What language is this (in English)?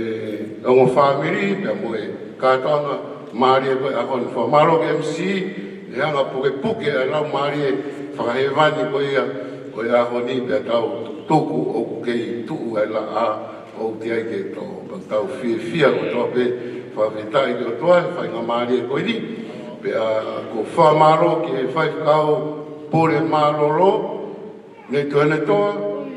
Tongan